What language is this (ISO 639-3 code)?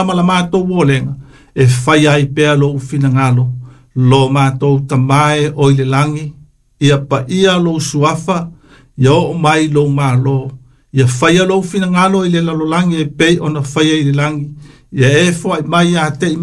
smo